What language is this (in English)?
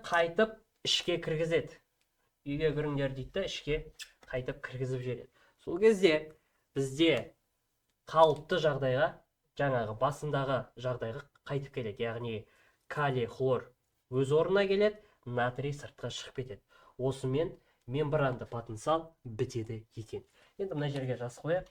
Kazakh